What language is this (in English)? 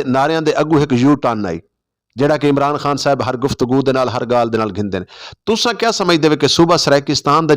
Saraiki